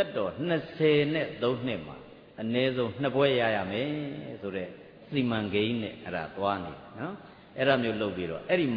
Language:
Burmese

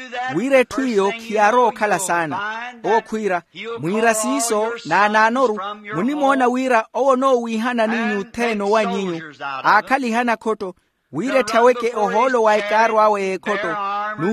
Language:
Makhuwa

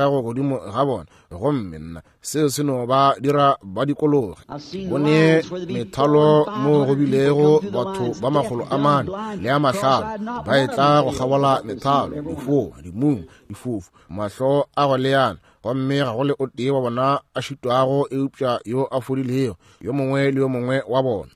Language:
Northern Sotho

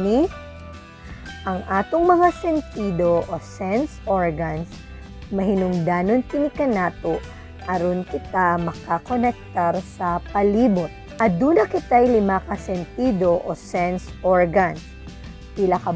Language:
Cebuano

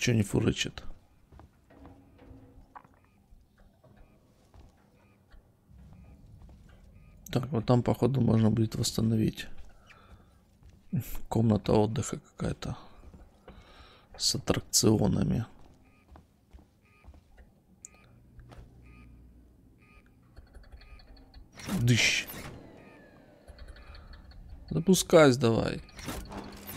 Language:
Russian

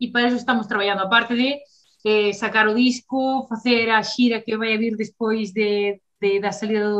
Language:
Galician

